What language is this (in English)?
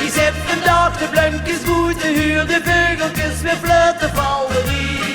Limburgish